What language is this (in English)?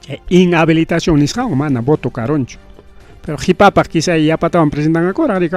Ayacucho Quechua